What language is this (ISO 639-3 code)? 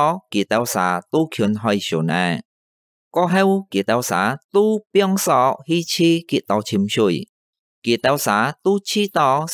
hak